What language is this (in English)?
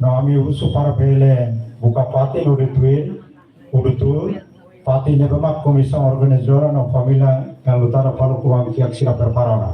Tetum